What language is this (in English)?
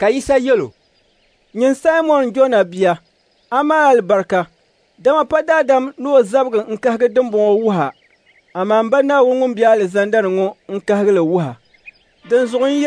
Dagbani